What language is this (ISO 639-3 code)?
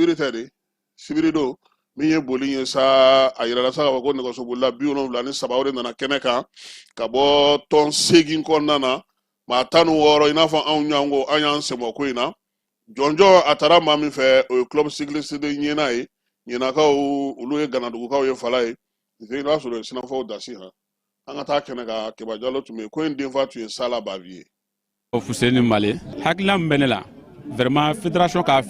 bam